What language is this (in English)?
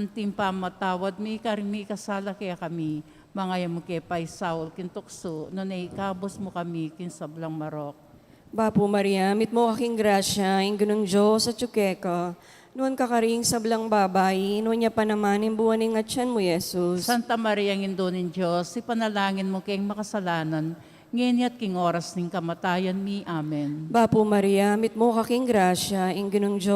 Pampanga